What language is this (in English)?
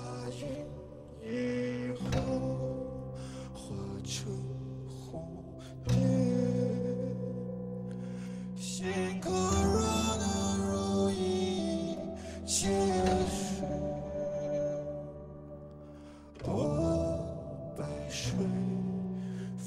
Chinese